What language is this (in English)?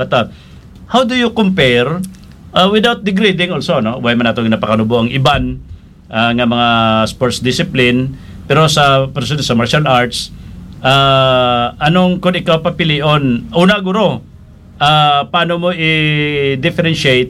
Hiligaynon